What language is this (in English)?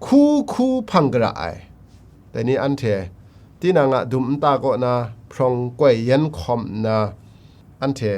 Kachin